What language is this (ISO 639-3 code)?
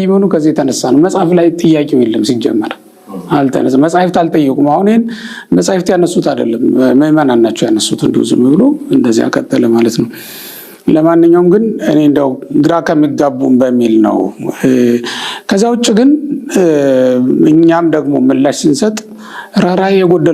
amh